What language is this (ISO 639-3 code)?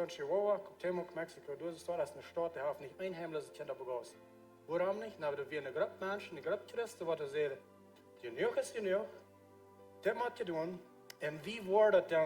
pdt